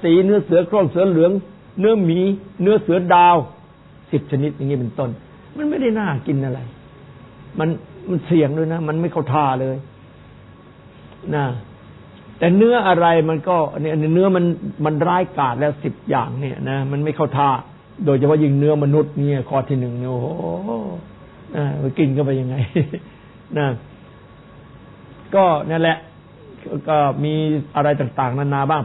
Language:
Thai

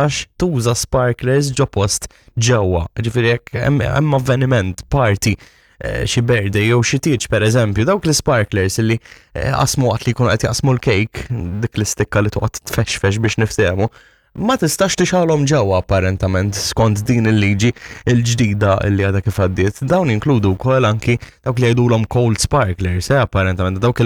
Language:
Maltese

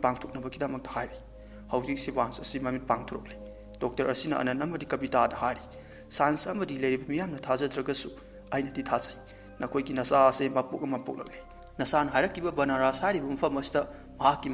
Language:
Manipuri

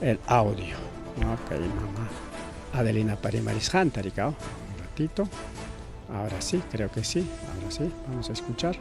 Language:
Ayacucho Quechua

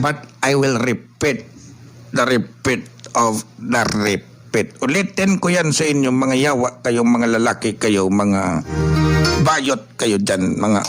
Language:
Hiligaynon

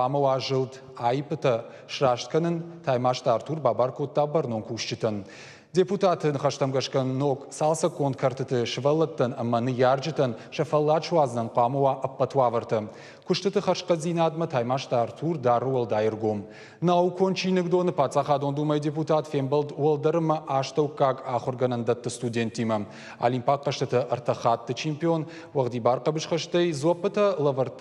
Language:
Ossetic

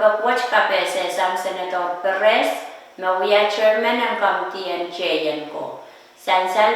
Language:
Pohnpeian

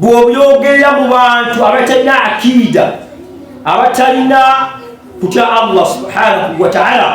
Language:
Ganda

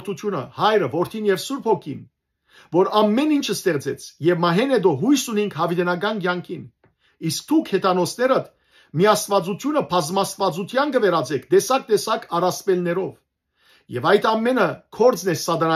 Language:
Western Armenian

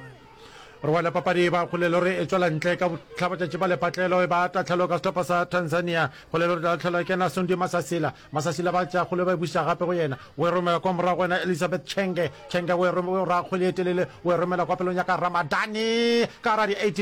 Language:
Northern Sotho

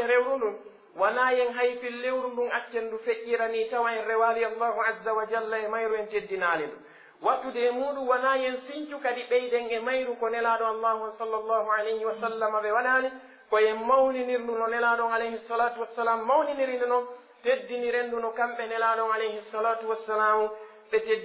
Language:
Pular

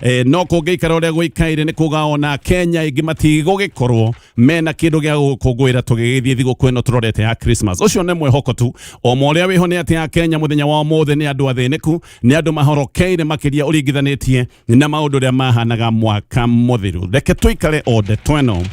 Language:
Kikuyu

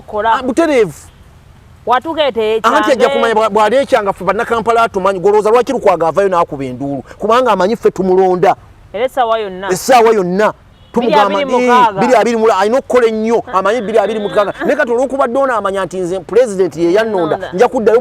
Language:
Ganda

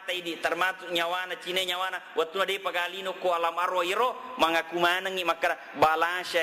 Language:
Buginese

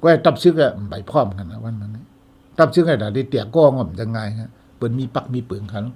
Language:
Shan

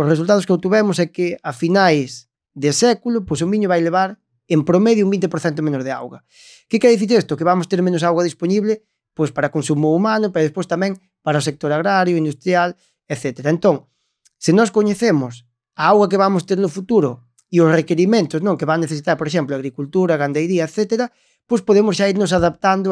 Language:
Galician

